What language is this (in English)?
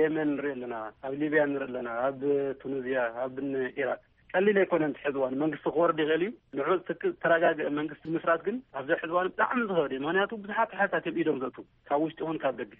Tigrinya